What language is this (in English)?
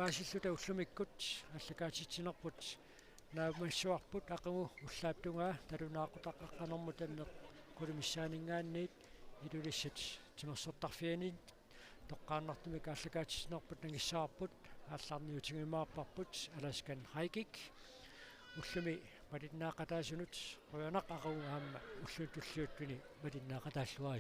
Kalaallisut